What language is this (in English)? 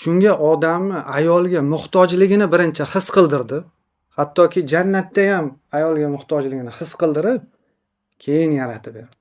Uzbek